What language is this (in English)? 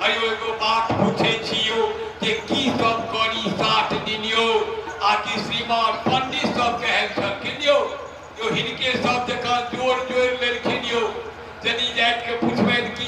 Maithili